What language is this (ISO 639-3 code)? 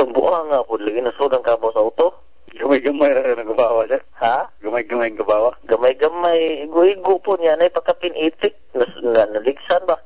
ceb